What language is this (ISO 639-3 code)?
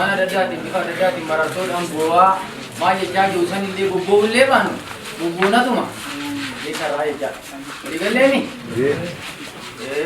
orm